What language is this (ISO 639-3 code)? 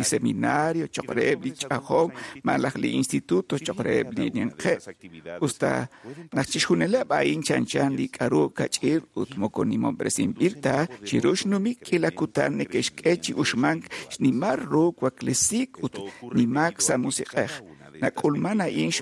kek